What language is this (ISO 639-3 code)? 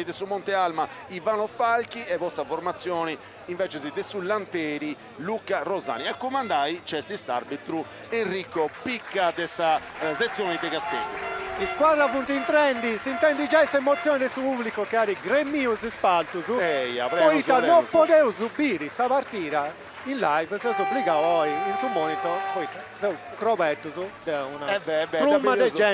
srd